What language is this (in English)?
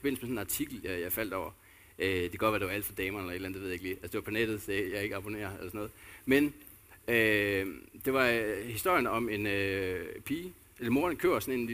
Danish